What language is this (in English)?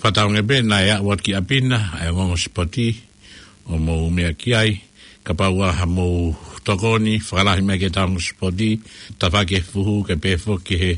Tongan